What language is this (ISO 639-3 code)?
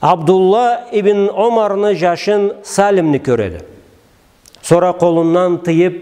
krc